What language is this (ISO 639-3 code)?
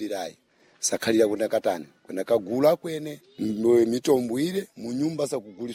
seh